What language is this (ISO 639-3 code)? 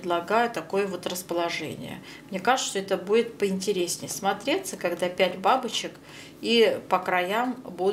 rus